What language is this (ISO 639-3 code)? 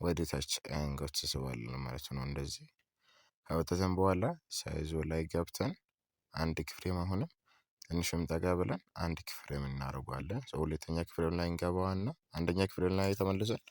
amh